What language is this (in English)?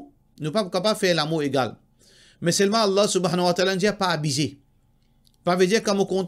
Morisyen